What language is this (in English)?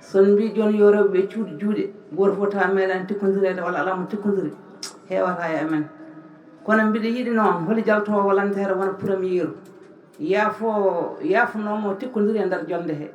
Fula